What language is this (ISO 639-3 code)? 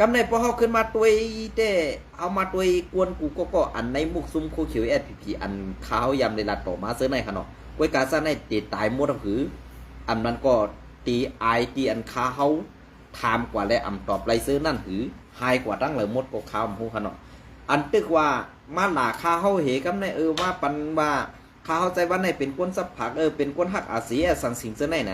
shn